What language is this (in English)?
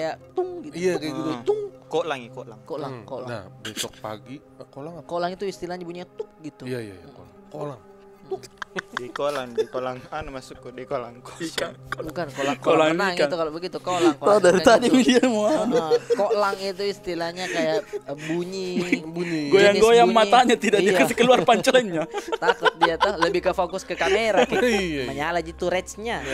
Makassar Malay